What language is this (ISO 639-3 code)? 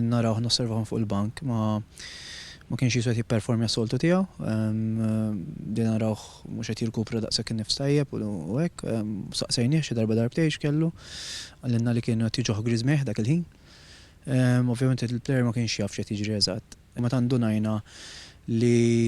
mlt